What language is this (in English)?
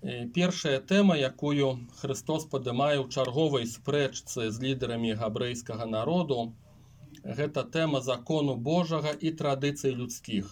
Belarusian